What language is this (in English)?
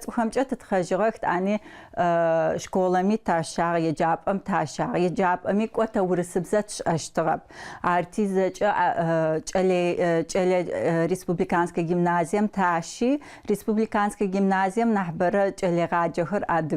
Adyghe